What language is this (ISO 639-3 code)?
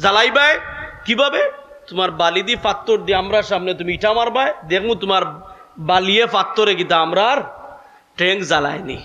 syl